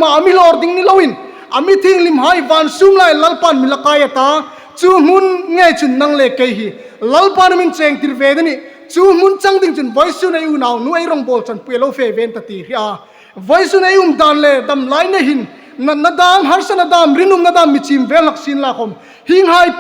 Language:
Hmar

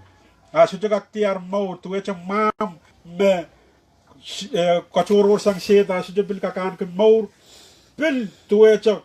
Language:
Pohnpeian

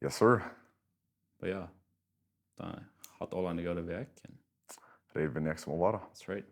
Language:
Plautdietsch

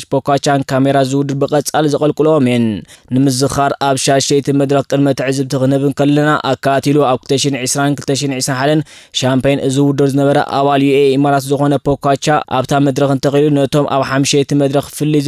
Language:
Tigrinya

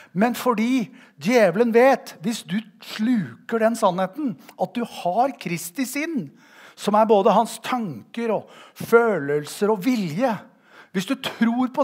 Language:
Norwegian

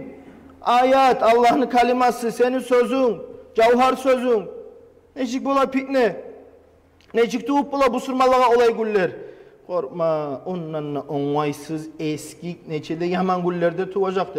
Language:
Kumyk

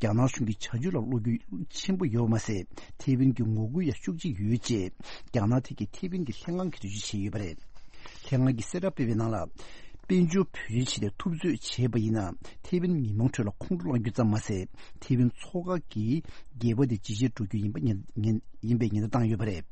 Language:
Tibetan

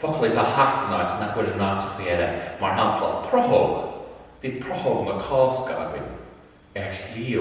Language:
Irish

